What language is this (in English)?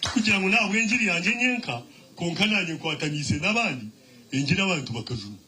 Nyankole